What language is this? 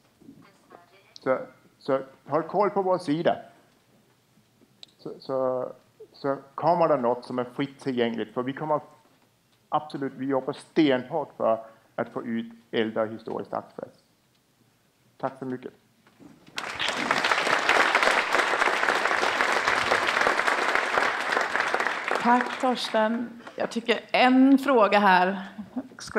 Swedish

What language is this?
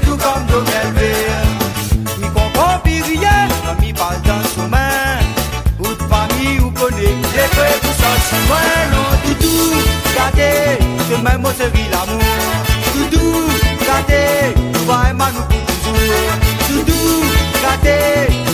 Réunion Creole French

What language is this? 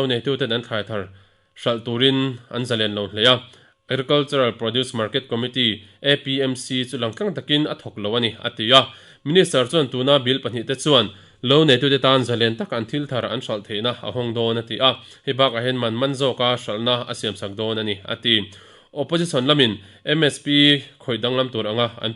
Mizo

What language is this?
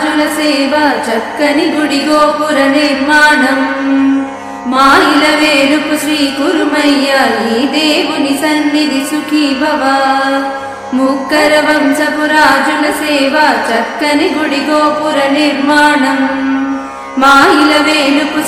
Telugu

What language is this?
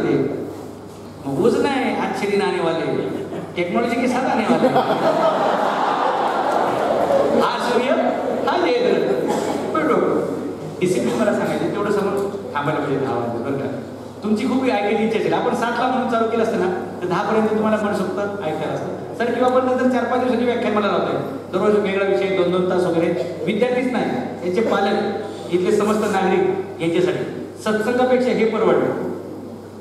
Marathi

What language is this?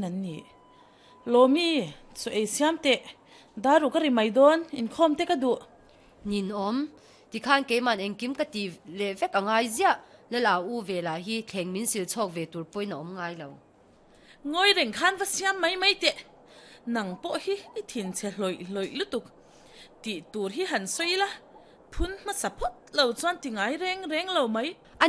Mizo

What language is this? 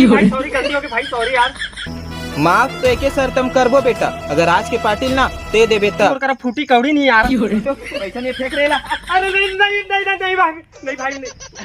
Chhattisgarhi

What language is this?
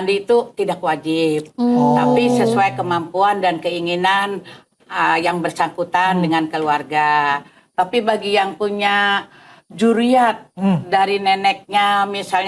Banjar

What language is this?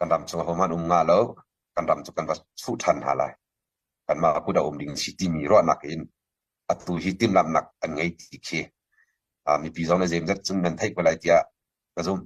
Hakha Chin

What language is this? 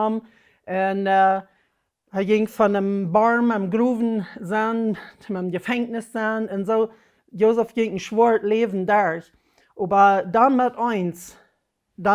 Plautdietsch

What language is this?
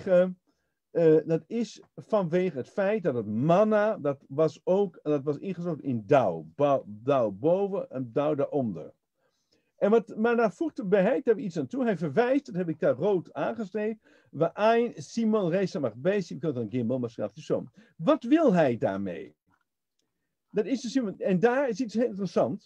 Dutch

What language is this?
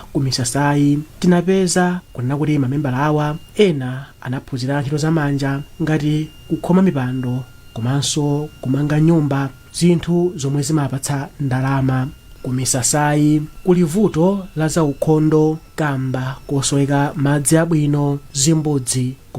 Nyanja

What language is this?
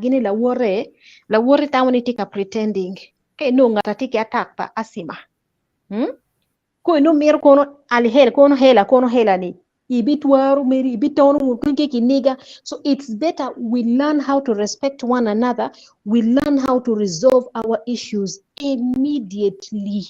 Acoli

